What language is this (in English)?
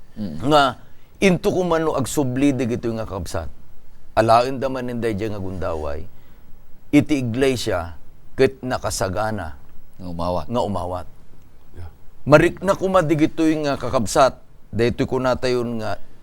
Iloko